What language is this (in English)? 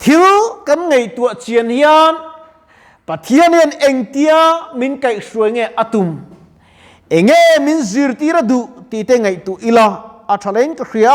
Mizo